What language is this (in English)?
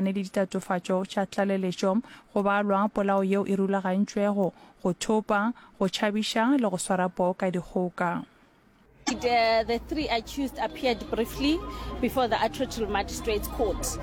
Northern Sotho